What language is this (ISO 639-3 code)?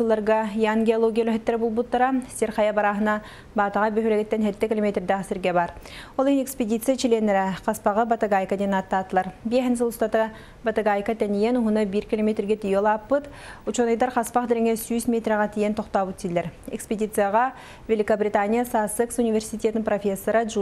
sah